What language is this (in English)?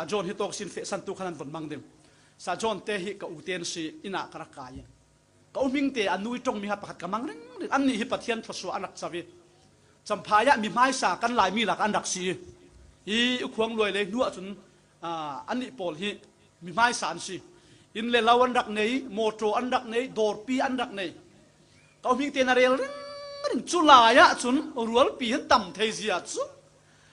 Falam Chin